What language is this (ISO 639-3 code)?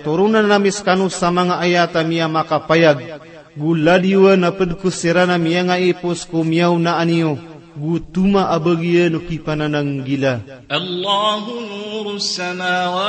mrw